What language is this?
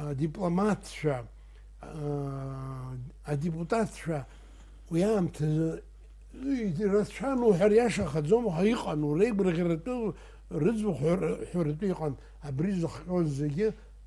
Abkhazian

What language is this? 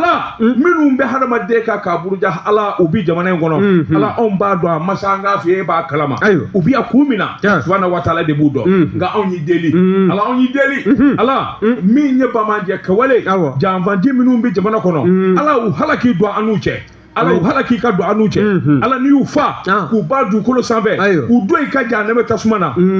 Bambara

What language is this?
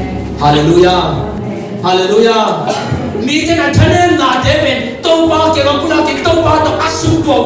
Tedim Chin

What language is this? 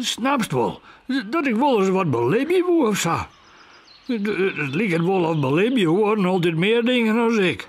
Western Frisian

